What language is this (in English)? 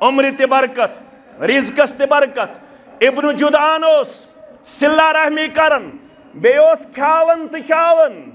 Kashmiri